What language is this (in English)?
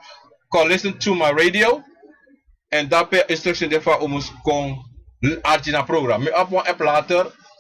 Sranan Tongo